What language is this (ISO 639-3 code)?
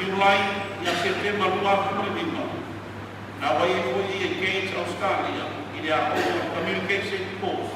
smo